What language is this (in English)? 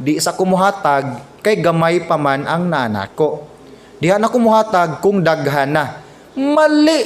Cebuano